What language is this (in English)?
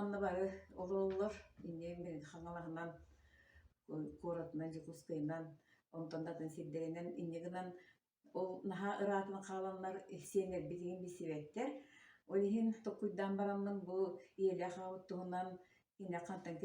Yakut